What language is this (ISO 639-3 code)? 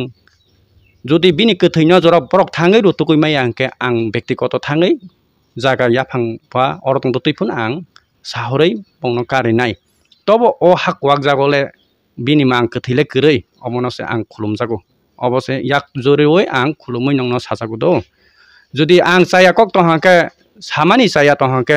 trp